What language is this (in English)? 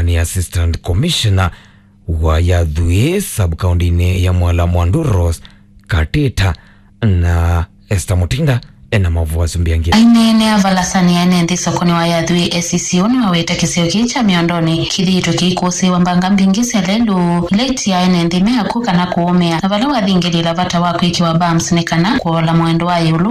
Kamba